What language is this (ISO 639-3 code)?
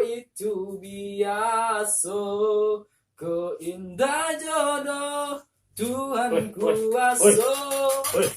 min